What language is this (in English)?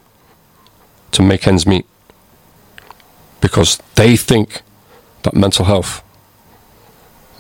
English